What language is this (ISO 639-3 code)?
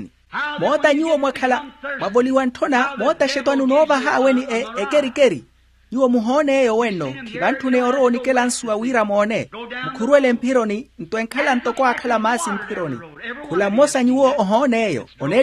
vmw